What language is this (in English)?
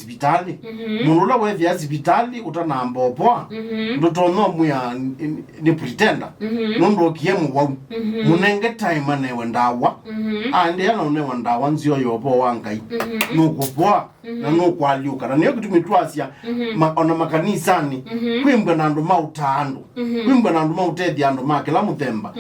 Kamba